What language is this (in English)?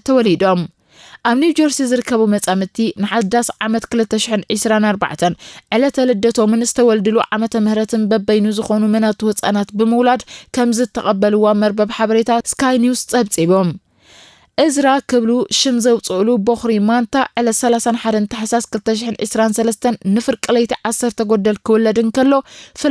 Tigrinya